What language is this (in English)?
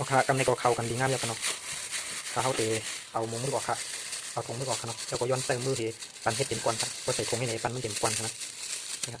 Shan